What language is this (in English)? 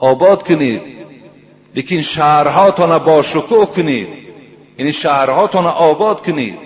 Tajik